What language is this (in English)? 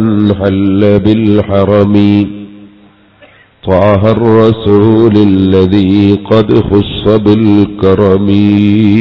Malayalam